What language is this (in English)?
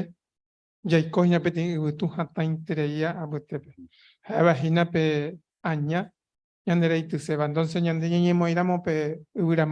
Guarani